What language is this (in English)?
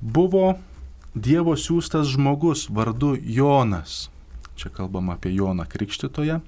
Lithuanian